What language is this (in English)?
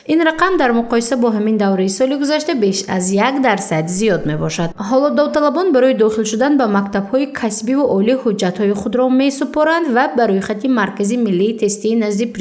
Tajik